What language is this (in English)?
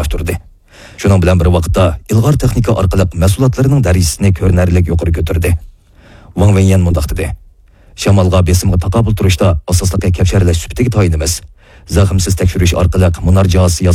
Uyghur